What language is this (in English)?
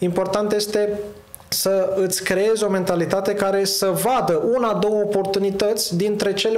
Romanian